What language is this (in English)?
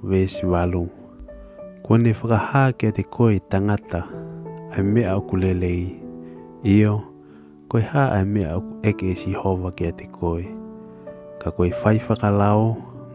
Tongan